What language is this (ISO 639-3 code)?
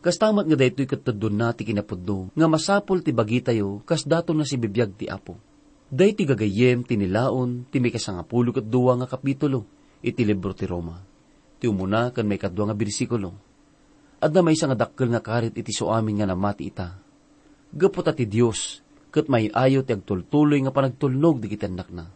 ilo